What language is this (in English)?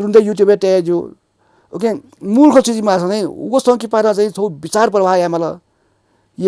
Newari